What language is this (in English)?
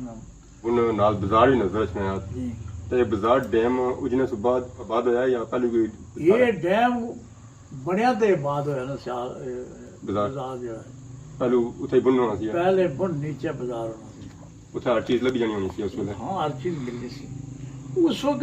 Pahari-Potwari